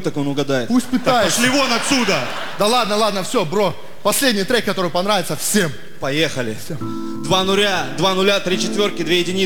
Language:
Russian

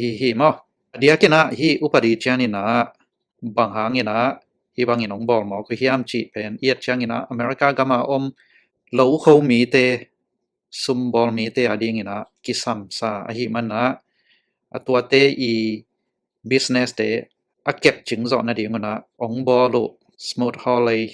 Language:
Tedim Chin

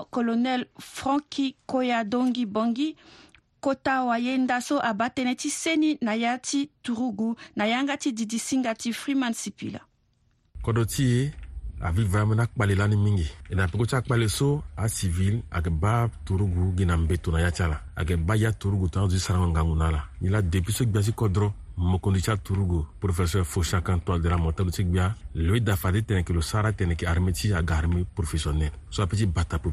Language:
Sango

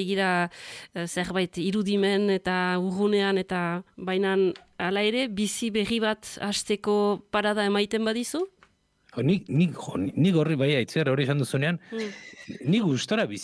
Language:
Basque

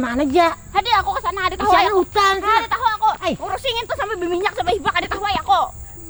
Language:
Banjar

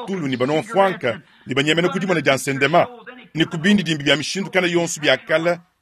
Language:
Luba-Lulua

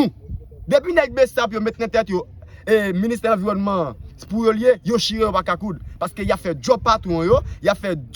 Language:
Haitian Creole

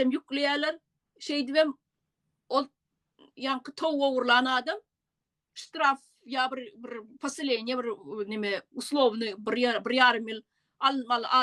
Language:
Turkmen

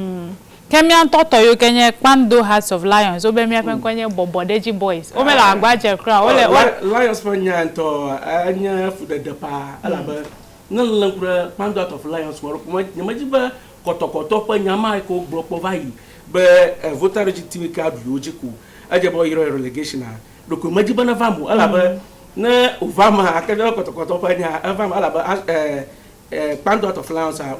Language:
Ewe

